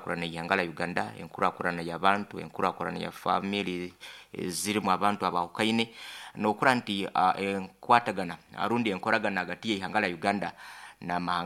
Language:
Nyoro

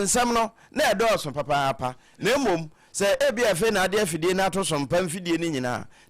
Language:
Akan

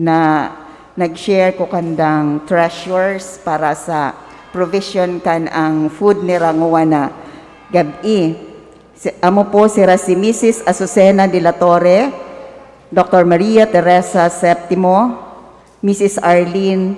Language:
Bikol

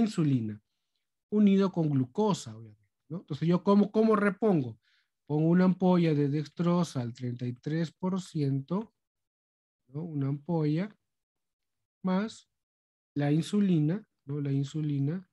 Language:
Spanish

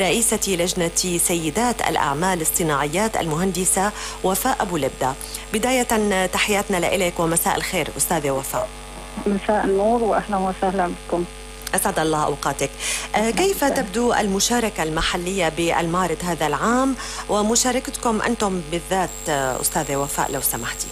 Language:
North Levantine Arabic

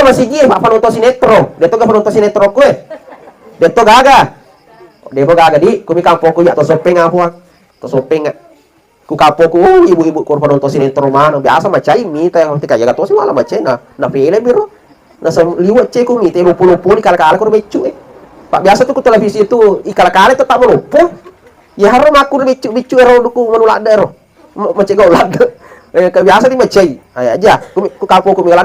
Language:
Buginese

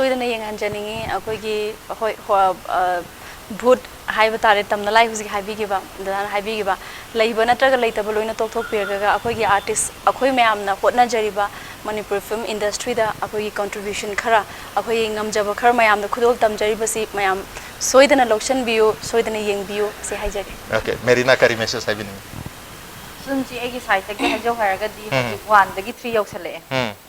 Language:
Manipuri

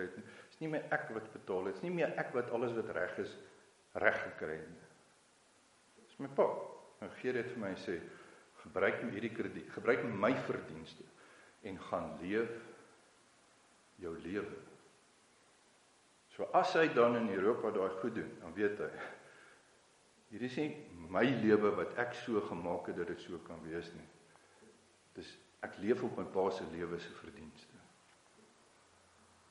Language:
Afrikaans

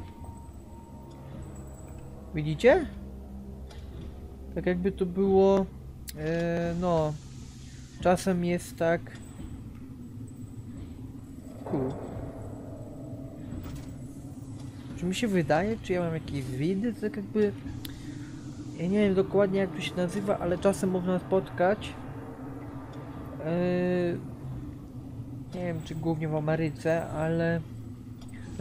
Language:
Polish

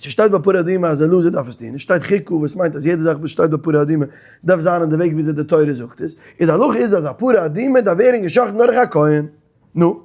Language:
Yiddish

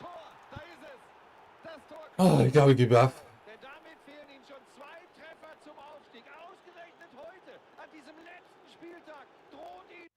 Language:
Bavarian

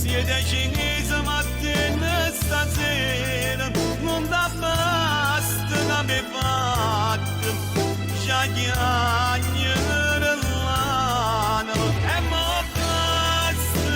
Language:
Neapolitan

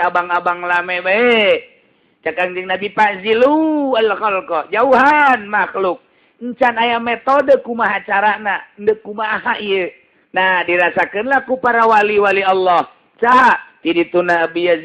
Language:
Sundanese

